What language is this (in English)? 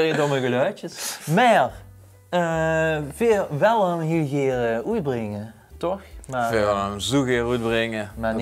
Limburgish